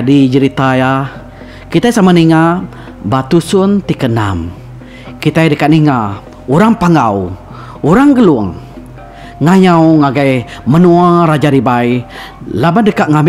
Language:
Iban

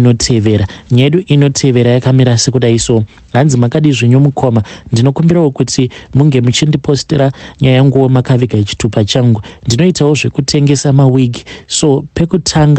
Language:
Shona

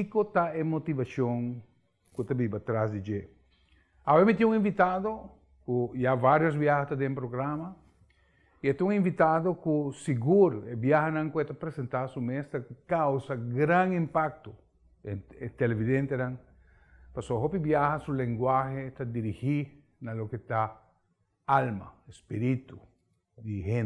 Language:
Papiamento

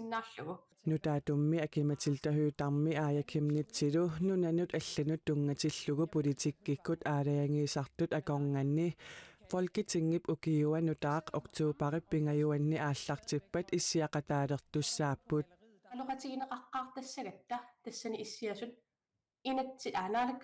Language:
Kalaallisut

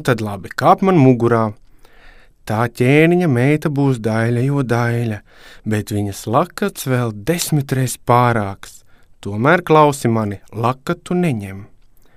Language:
Latvian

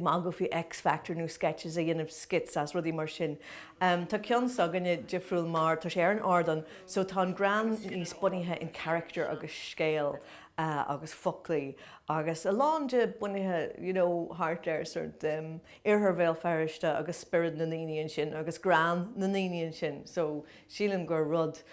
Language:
Irish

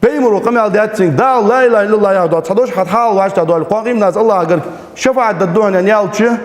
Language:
Ingush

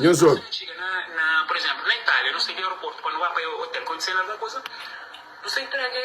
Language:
Kabuverdianu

